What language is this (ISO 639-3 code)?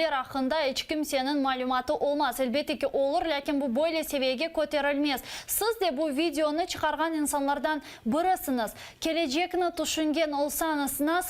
crh